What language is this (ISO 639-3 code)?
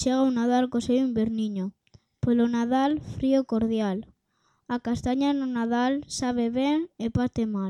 glg